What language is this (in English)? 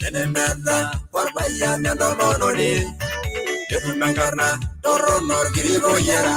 Masai